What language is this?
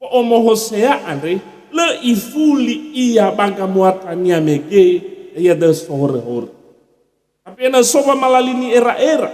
Nias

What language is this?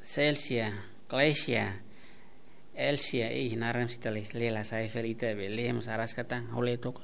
Tetum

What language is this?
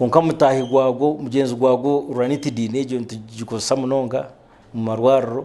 Nyankole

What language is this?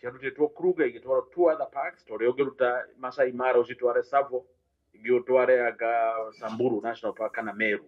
Kikuyu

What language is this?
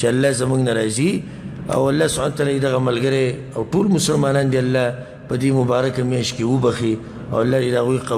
Pashto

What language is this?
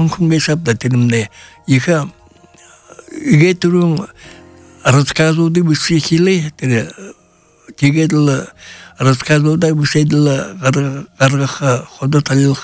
Buriat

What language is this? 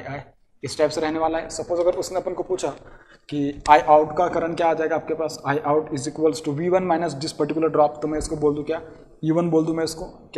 Hindi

